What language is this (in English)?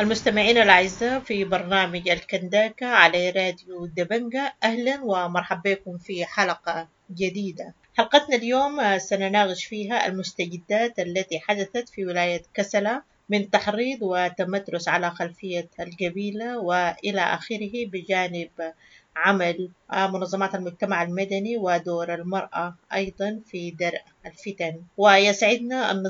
Sudanese Arabic